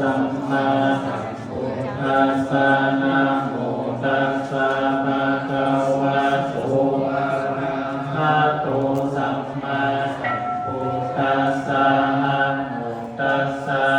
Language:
Pali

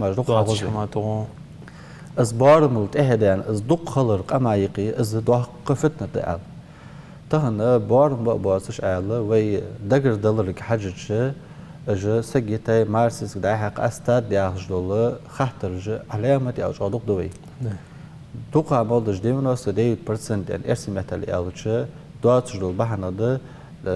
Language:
Ingush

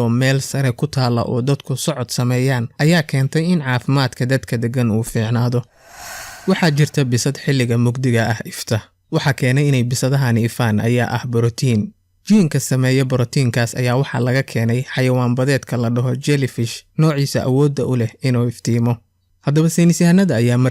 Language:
Somali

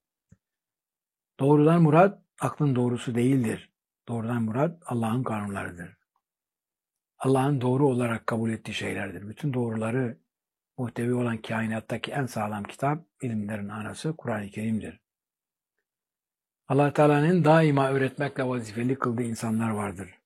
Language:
Turkish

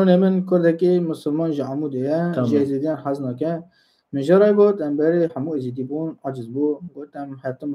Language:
Kurdish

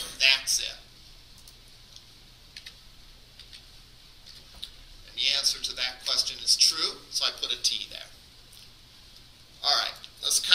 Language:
English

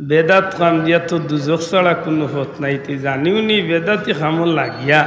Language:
Sylheti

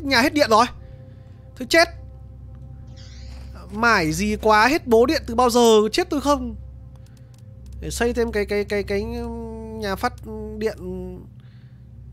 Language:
Vietnamese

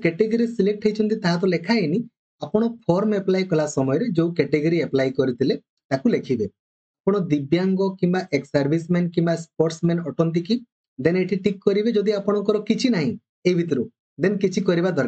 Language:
Odia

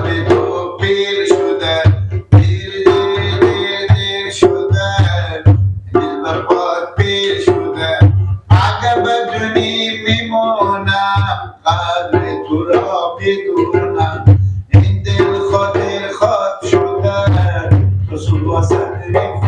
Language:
Persian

